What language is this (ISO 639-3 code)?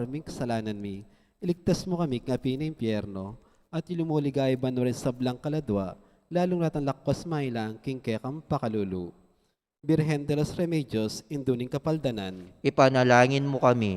pam